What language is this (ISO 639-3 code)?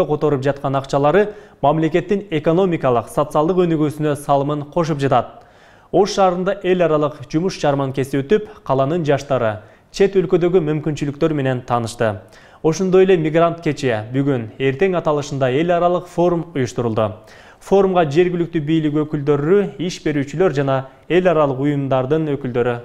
kir